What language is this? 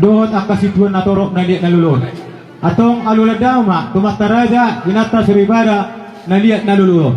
Batak Toba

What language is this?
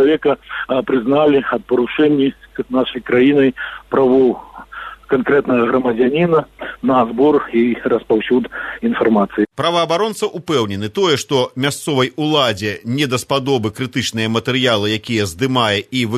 Belarusian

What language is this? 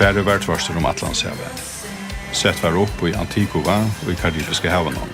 Faroese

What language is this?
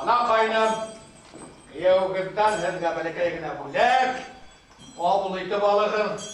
Bashkir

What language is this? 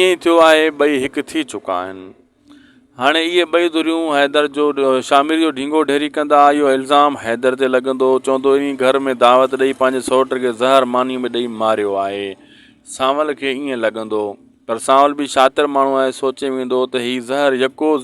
Sindhi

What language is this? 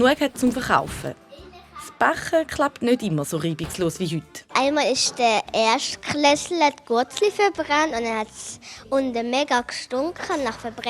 Swiss German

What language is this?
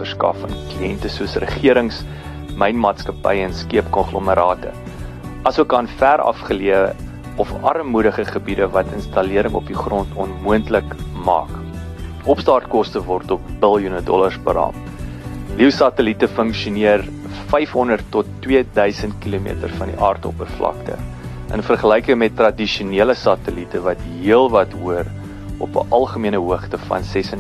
Afrikaans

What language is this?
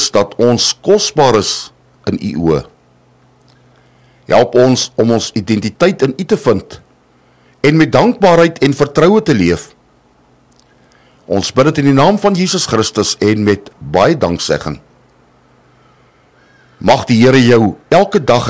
Afrikaans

